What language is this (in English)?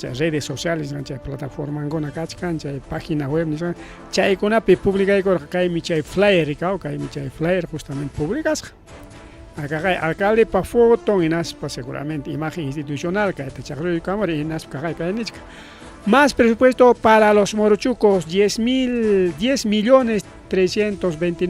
Ayacucho Quechua